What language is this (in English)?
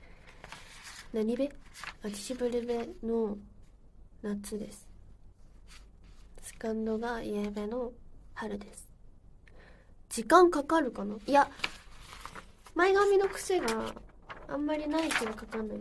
Japanese